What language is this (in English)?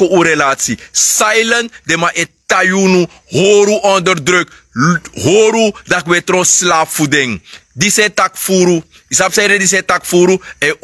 Sranan Tongo